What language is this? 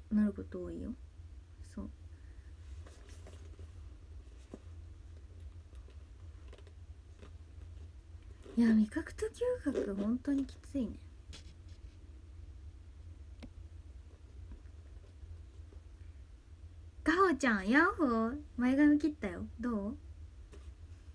Japanese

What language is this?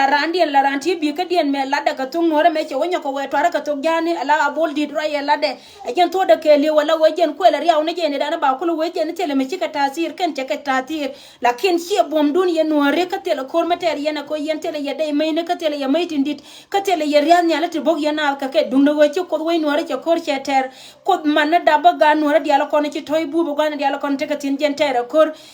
Nuer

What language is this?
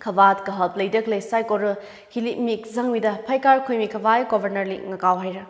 Tangkhul Naga (India)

